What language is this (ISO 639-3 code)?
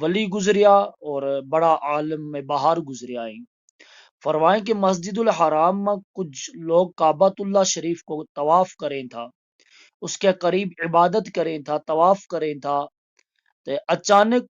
gju